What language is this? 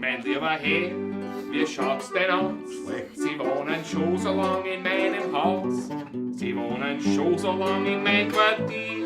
Bavarian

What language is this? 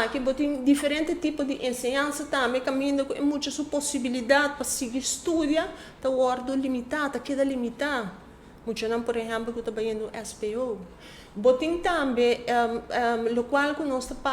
Papiamento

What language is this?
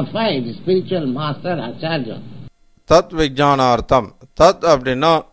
Tamil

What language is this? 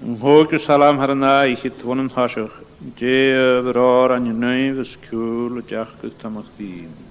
Scottish Gaelic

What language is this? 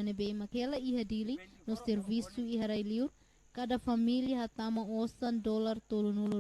Tetum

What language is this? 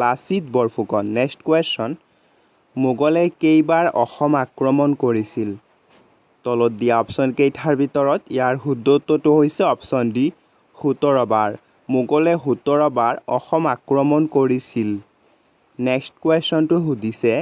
Assamese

